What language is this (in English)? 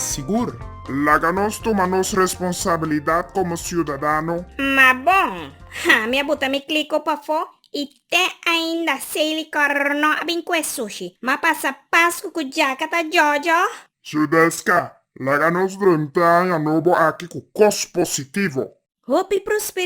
Papiamento